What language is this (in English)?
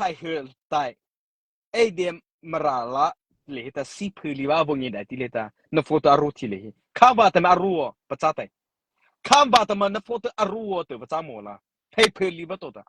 Mara Chin